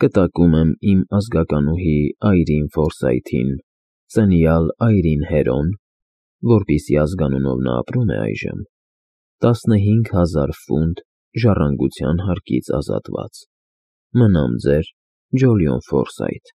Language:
Armenian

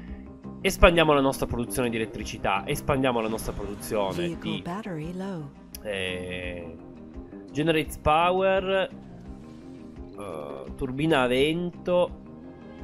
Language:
Italian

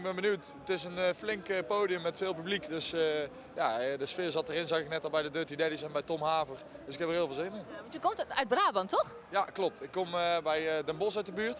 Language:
Dutch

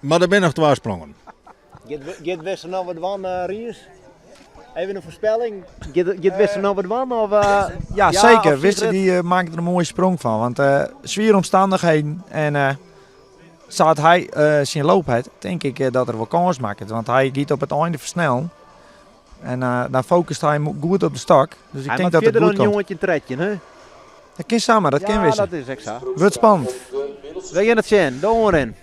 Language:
Western Frisian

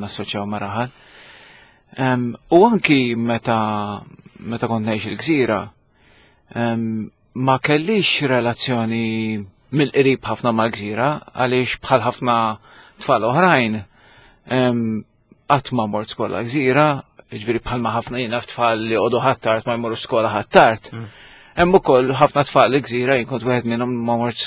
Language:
Maltese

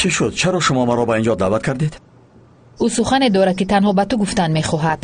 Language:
Tajik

